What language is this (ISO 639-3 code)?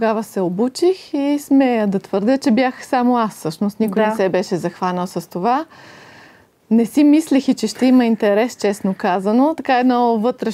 bul